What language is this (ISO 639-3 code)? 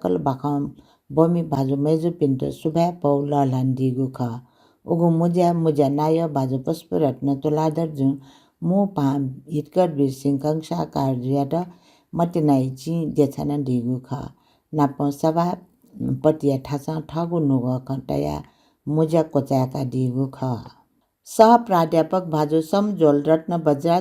new